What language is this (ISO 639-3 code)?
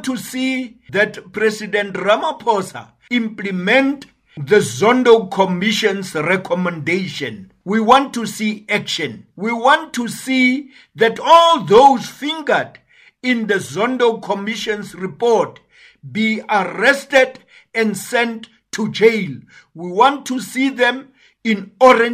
eng